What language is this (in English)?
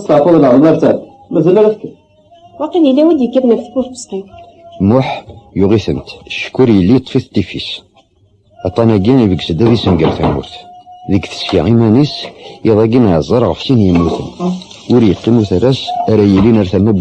Kabyle